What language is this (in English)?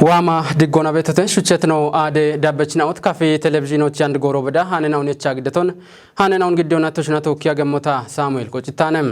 Kafa